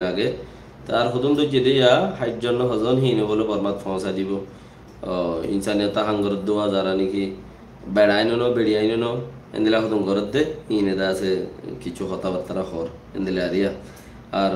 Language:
Rohingya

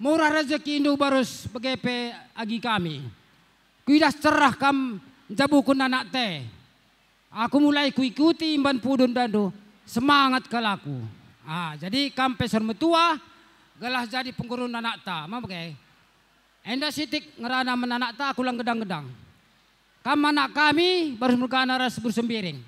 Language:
Batak Karo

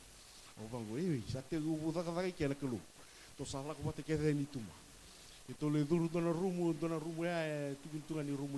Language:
Fijian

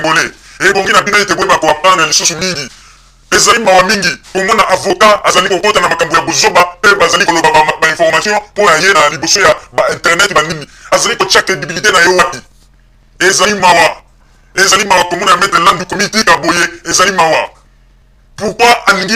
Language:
Lingala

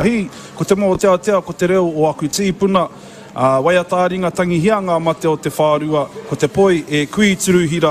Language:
Māori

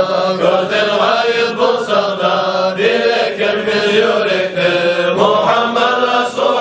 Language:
Kumyk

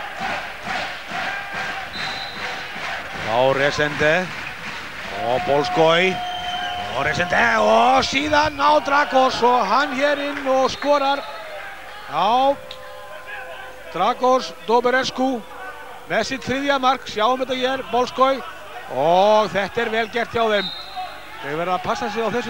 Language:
Icelandic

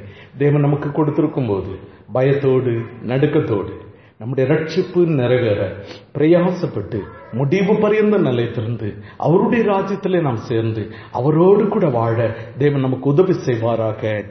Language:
Tamil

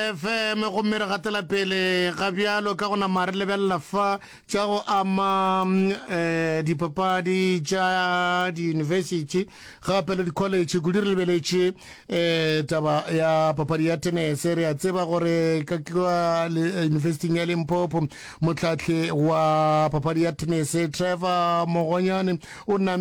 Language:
Northern Sotho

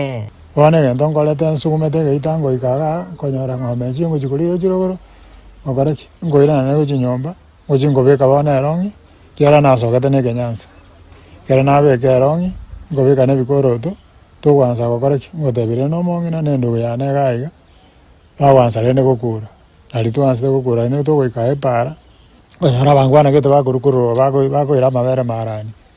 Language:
Gusii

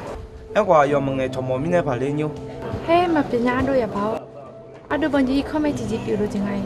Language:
Akha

